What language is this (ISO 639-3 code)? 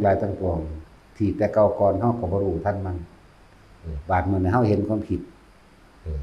lao